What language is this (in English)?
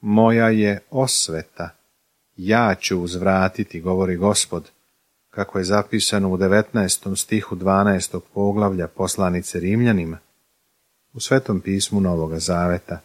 Serbian